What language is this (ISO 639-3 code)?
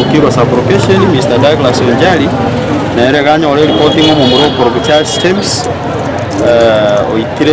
guz